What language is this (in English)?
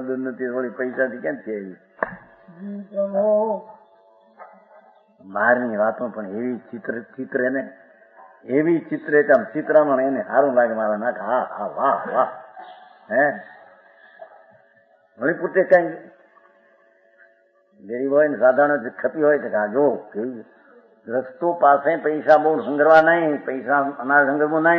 Gujarati